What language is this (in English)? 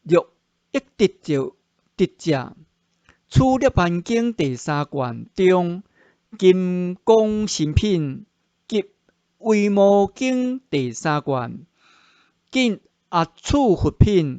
Min Nan Chinese